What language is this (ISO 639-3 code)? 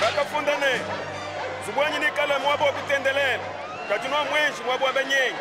lua